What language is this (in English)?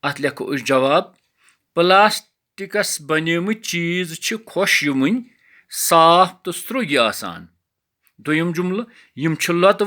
Kashmiri